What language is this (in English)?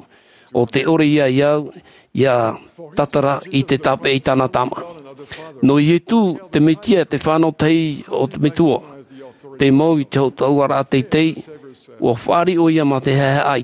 Tahitian